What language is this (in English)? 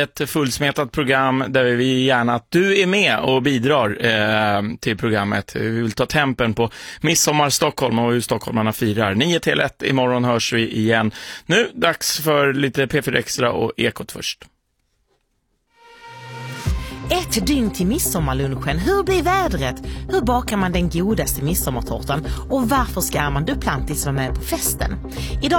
Swedish